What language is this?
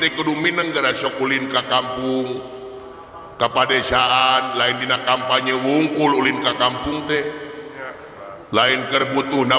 Sundanese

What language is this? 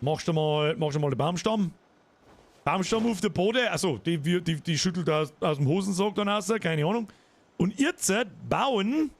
Bavarian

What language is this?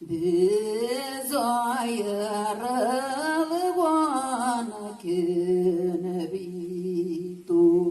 Tatar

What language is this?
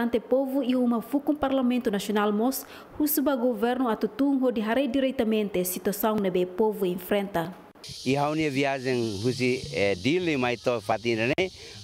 Tetum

